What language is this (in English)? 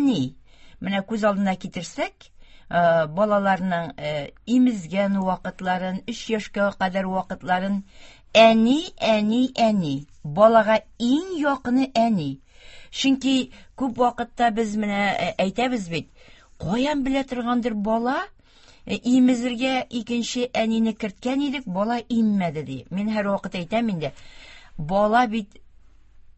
Tatar